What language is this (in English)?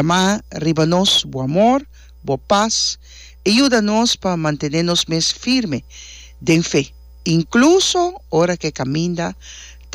Papiamento